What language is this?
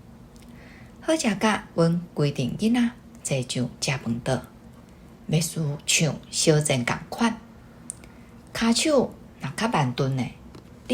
Min Nan Chinese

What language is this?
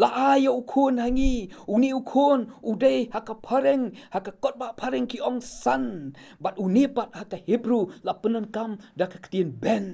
Khasi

